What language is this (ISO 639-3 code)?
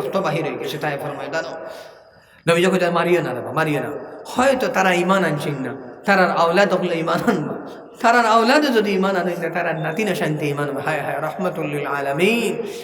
syl